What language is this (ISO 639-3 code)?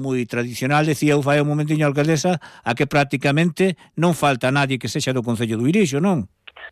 glg